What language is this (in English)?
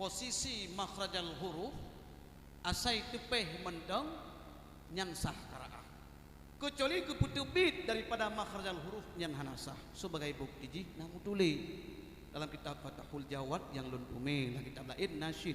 Achinese